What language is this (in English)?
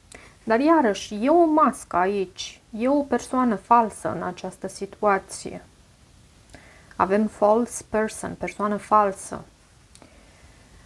Romanian